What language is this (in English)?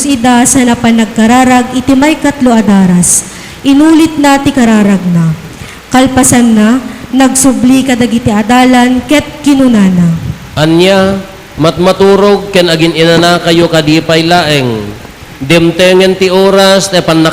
Iloko